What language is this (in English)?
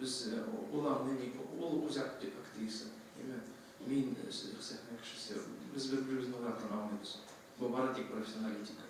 Tatar